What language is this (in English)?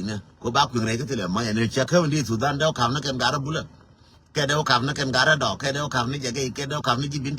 Nuer